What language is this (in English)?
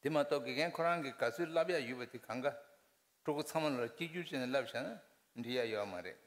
Tibetan